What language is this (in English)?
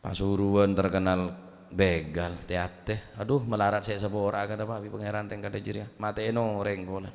Madurese